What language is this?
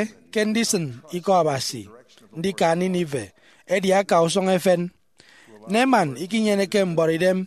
Efik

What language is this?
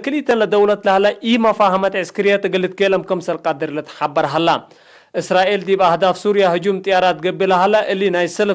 Tigre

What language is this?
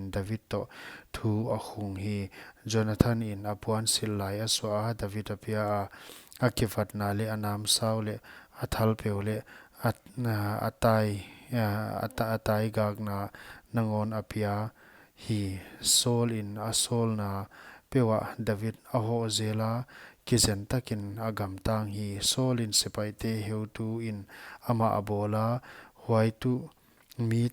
Paite Chin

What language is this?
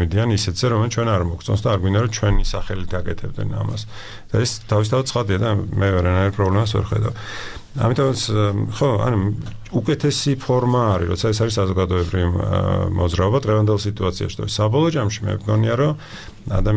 Georgian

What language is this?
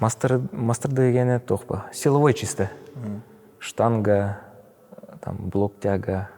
Yakut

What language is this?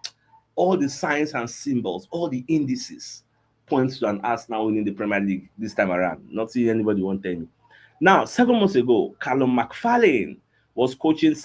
Nigerian Pidgin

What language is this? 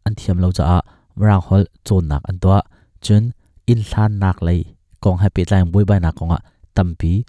Hakha Chin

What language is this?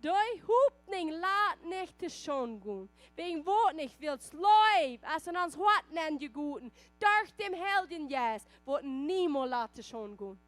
Plautdietsch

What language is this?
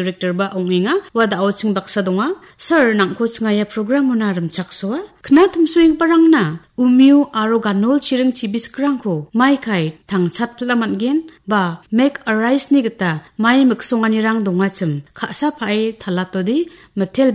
Garo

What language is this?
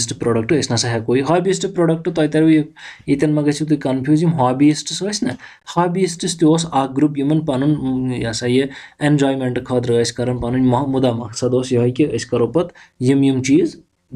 Kashmiri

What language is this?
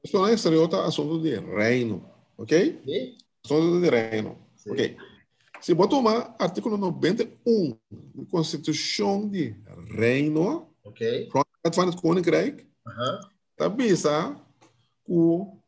Papiamento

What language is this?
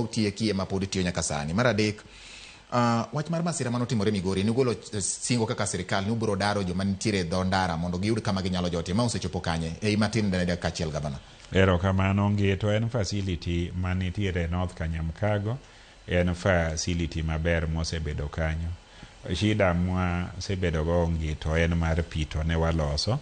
Luo (Kenya and Tanzania)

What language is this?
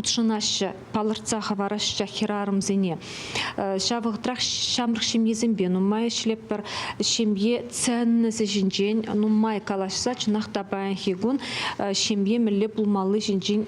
Chuvash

